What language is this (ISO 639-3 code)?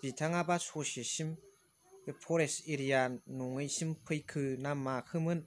brx